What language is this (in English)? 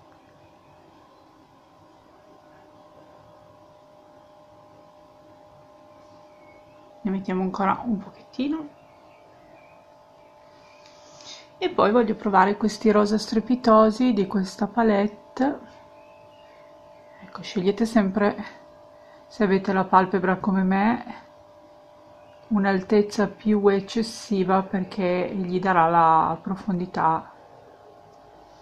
Italian